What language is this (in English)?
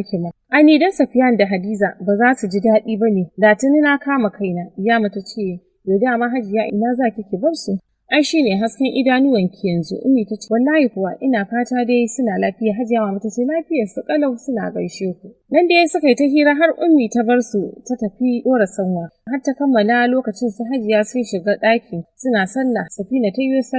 Hausa